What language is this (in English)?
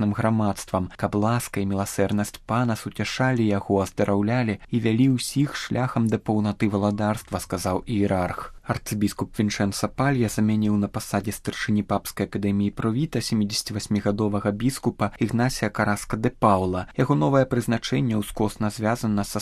Belarusian